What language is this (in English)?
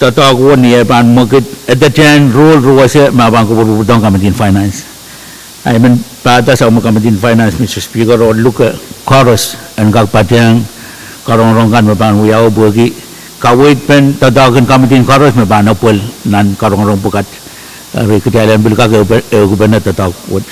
Pohnpeian